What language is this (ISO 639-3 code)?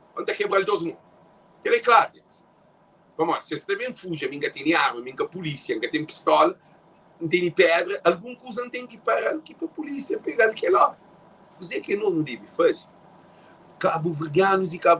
kea